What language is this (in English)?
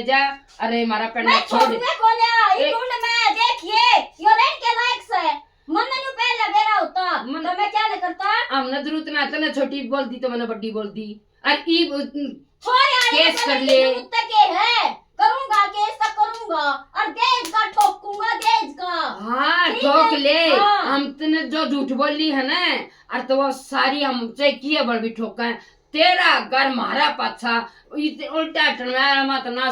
Haryanvi